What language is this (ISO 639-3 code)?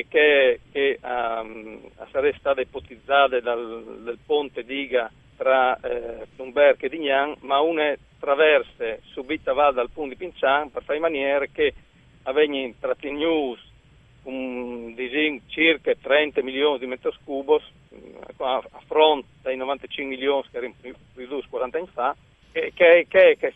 fur